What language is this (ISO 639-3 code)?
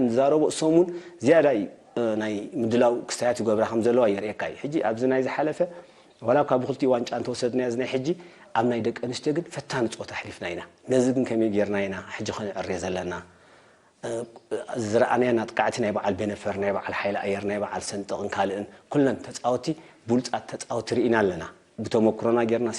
tir